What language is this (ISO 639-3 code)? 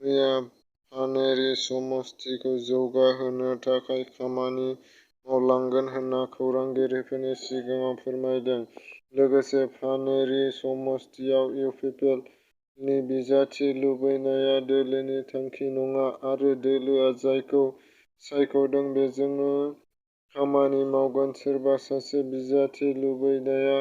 brx